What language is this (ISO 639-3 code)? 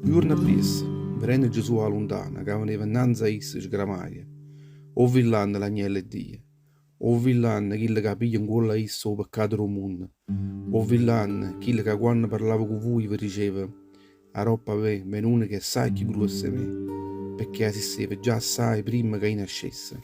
nap